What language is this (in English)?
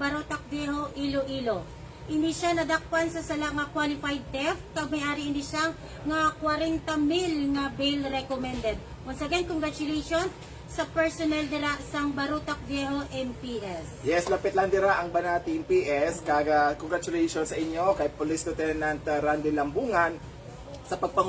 Hiligaynon